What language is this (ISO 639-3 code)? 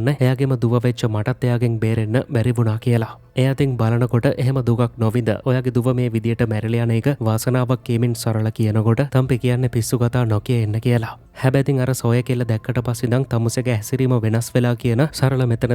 sin